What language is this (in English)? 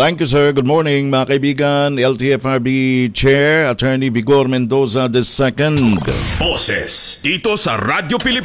Filipino